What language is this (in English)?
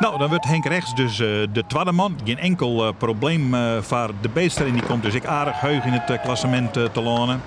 Western Frisian